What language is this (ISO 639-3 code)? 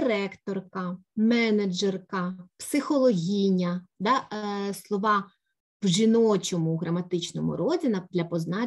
ukr